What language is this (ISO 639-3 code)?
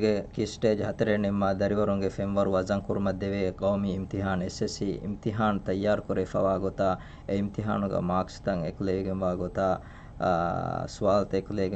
div